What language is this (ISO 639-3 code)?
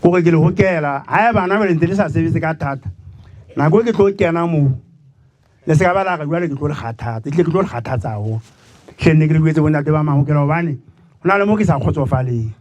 sot